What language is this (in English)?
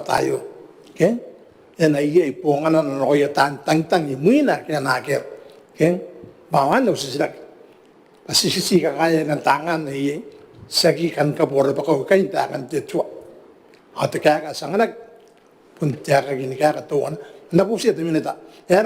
Gilbertese